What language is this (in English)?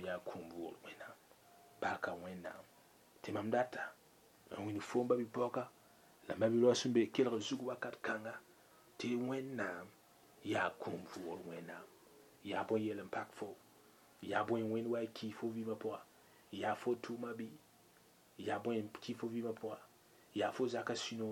Mossi